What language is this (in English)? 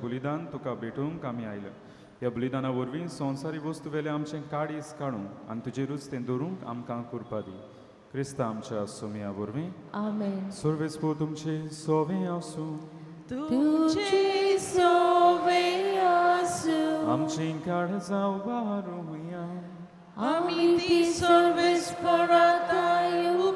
Konkani